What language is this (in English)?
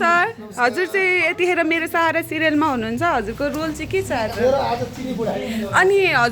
Nepali